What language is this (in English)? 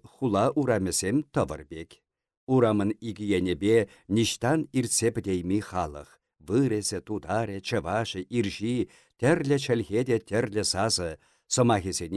Chuvash